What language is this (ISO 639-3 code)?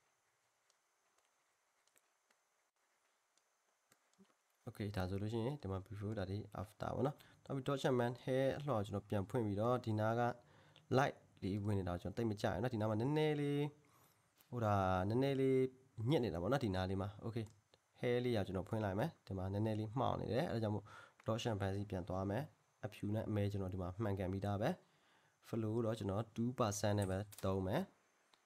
mya